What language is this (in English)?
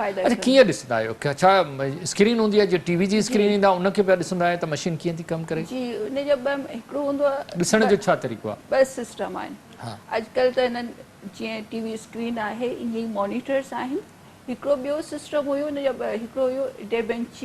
Sindhi